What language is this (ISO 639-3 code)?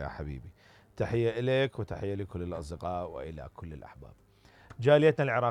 acm